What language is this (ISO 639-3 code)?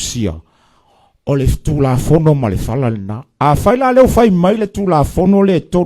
smo